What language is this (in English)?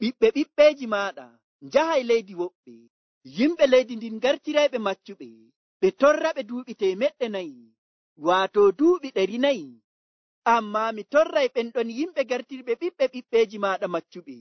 Nigerian Fulfulde